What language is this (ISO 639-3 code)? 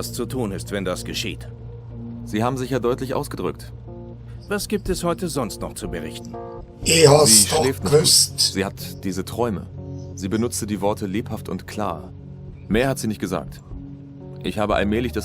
gsw